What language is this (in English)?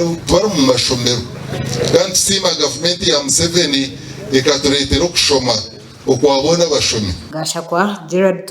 Nyankole